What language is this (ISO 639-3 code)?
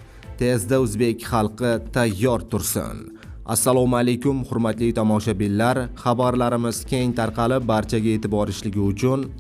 uzb